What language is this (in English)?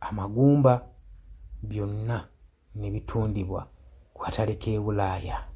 Ganda